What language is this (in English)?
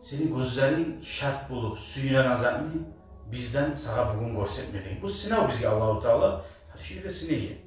Kumyk